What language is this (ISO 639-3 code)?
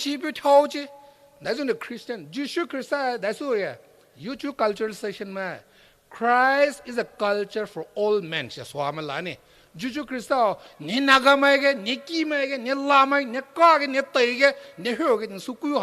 pmx